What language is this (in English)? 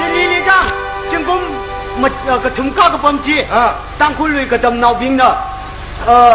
Tangkhul Naga (India)